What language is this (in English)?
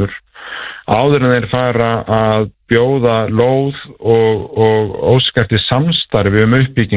Icelandic